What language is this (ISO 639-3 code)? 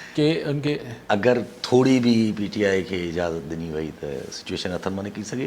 snd